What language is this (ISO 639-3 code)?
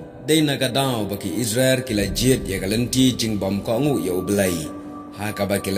kha